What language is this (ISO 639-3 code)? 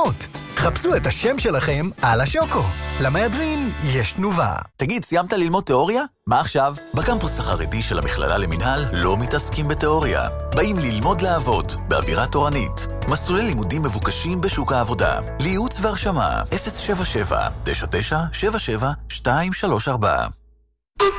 heb